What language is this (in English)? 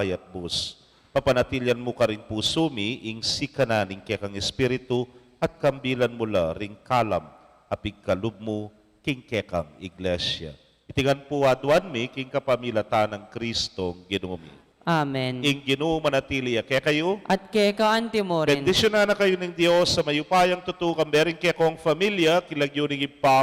Pampanga